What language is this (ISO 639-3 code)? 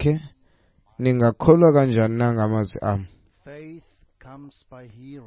xho